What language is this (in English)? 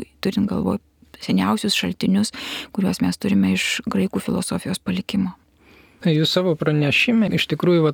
Lithuanian